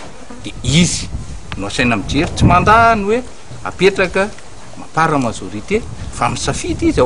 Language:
Malagasy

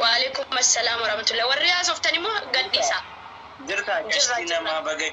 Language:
Oromo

